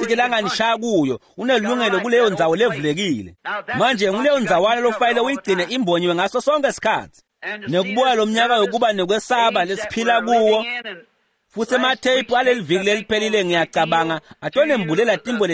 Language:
Swati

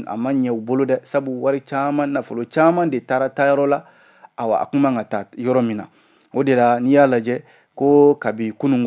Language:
Bambara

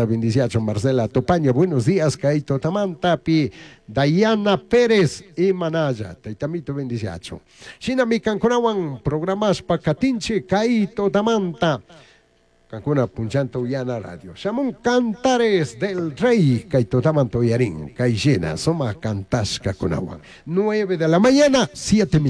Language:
Chimborazo Highland Quichua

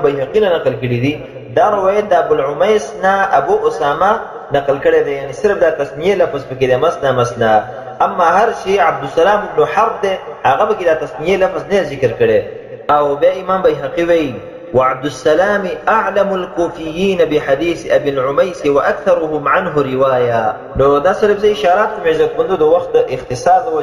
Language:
Pashto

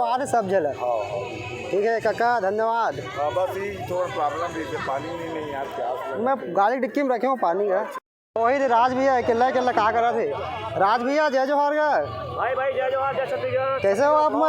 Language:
Chhattisgarhi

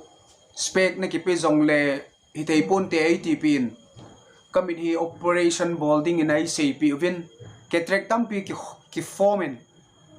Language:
Thado Chin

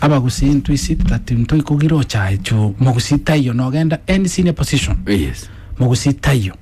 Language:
Gusii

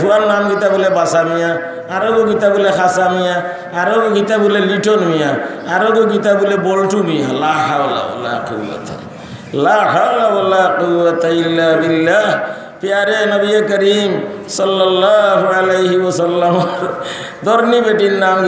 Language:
Sylheti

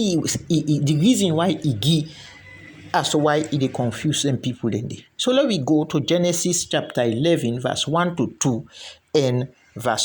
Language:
Krio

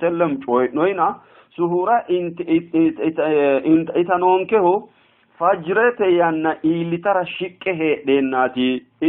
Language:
Sidamo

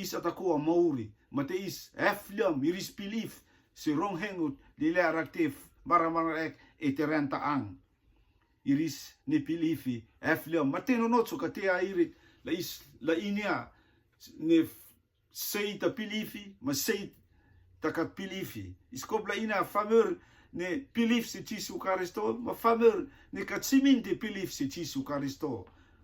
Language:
Rotuman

